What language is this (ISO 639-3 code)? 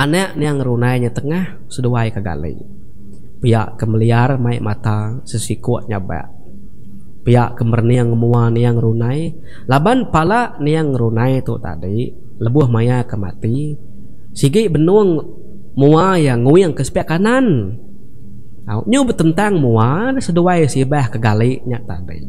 iba